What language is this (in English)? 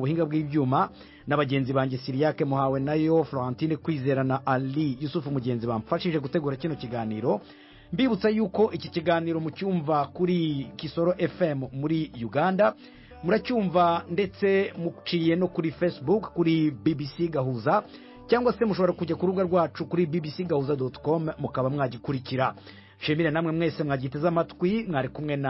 Kinyarwanda